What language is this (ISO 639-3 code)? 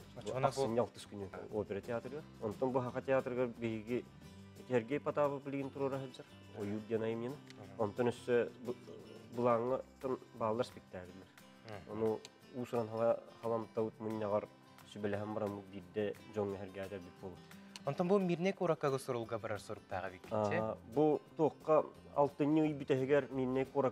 sah